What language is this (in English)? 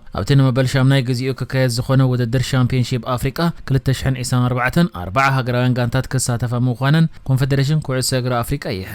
Tigrinya